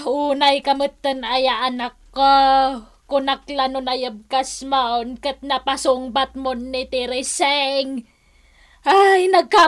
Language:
Iloko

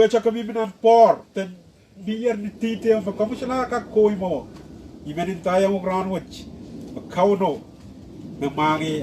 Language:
Pohnpeian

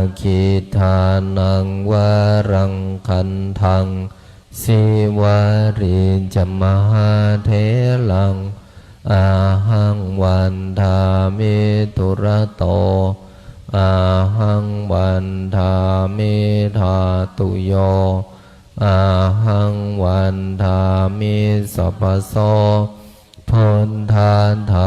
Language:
Pali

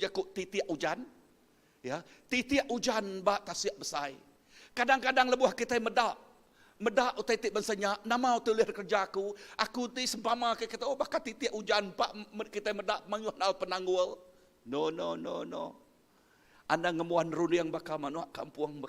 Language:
Iban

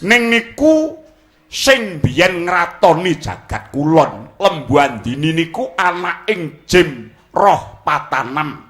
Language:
Javanese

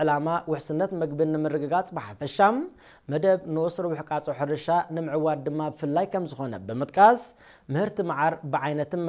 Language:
Tigrinya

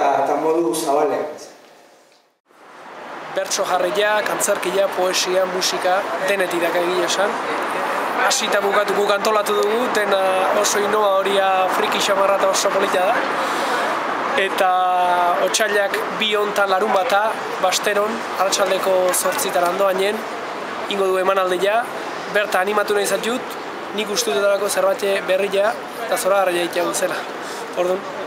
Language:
Basque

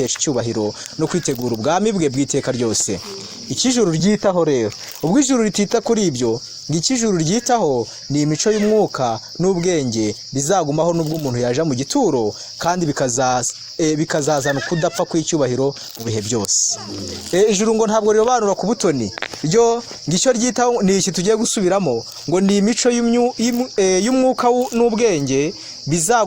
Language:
Kinyarwanda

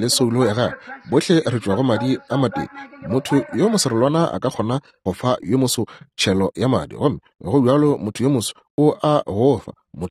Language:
Northern Sotho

